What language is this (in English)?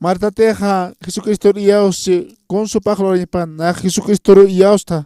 Aymara